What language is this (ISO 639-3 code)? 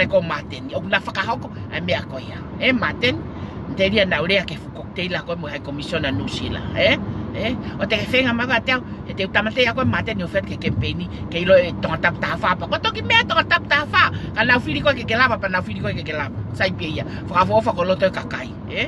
ton